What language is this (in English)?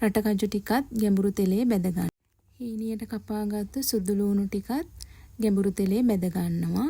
Sinhala